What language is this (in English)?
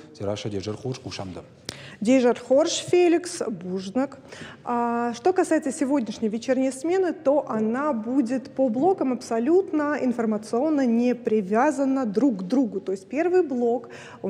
Ossetic